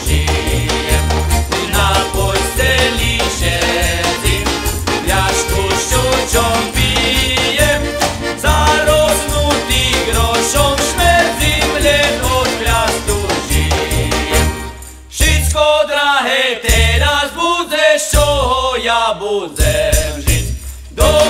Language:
Slovak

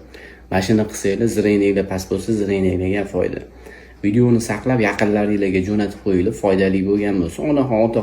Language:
Uzbek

